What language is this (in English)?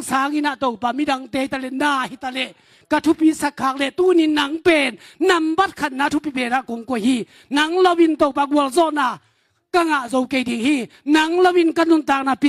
Tedim Chin